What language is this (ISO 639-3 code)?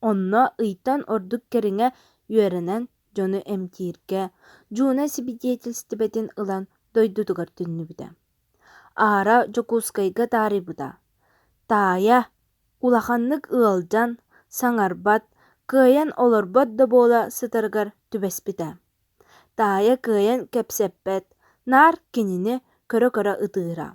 sah